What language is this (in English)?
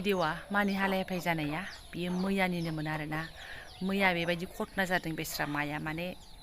Bodo